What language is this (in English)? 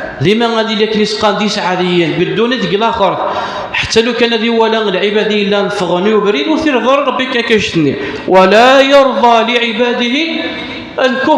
Kabyle